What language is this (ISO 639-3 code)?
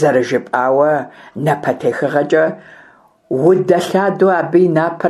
kbd